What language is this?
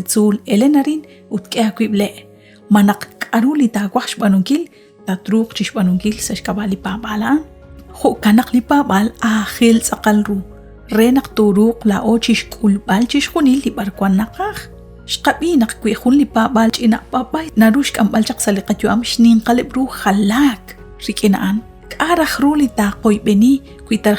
Kekchí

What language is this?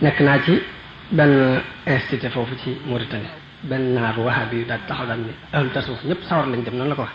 Wolof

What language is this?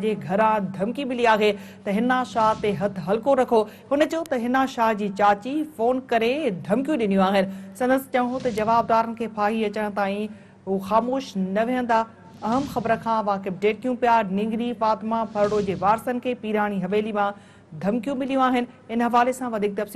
Sindhi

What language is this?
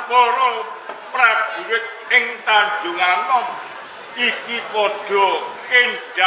Javanese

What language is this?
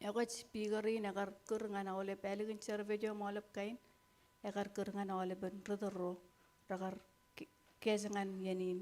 Marshallese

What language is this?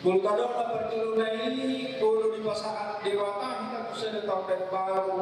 Batak Toba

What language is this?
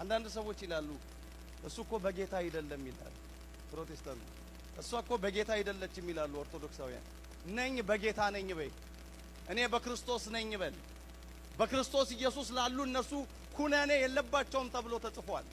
Amharic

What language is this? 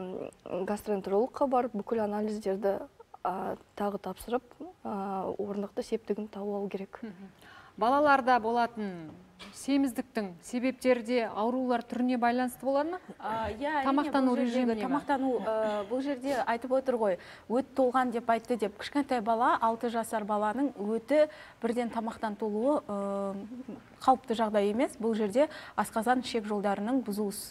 Kazakh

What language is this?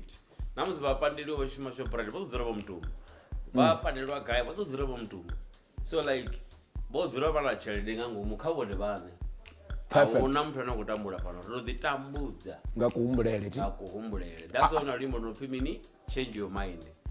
Venda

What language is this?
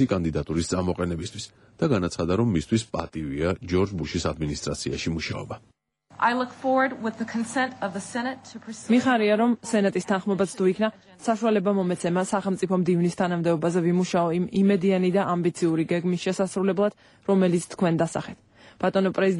Georgian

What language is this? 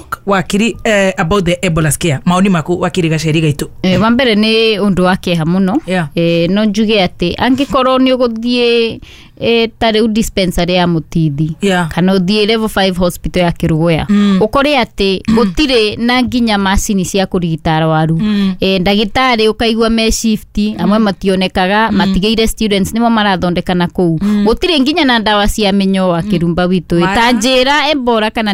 Kikuyu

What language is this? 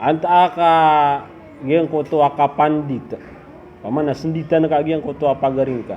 Maranao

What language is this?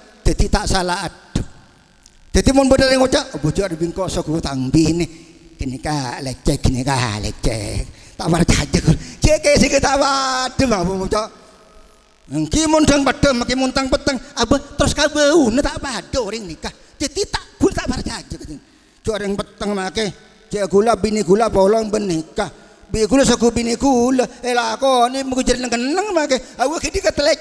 Madurese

